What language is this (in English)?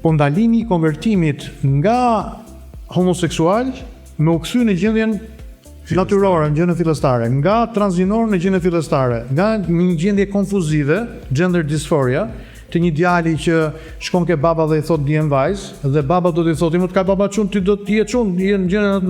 Albanian